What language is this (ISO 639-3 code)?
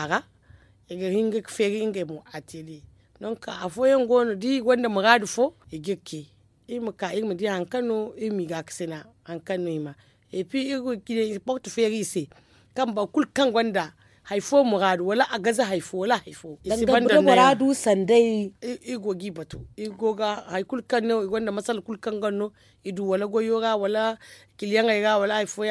dje